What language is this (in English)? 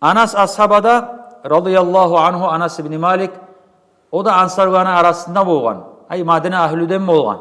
Kumyk